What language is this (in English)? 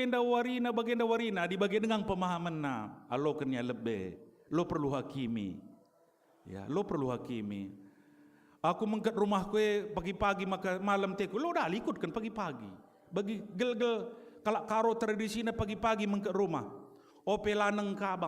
Batak Karo